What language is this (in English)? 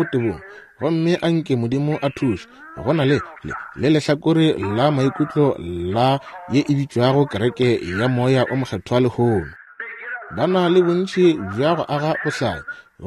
Northern Sotho